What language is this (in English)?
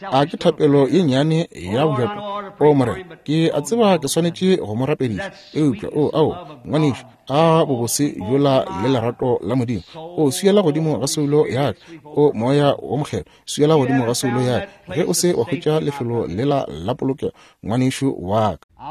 Northern Sotho